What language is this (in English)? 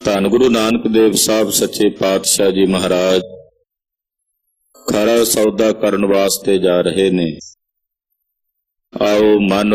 Punjabi